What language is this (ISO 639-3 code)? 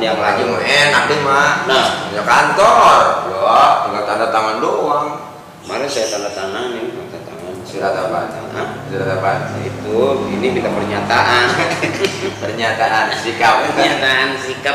bew